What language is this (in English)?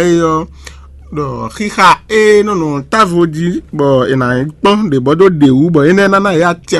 Fon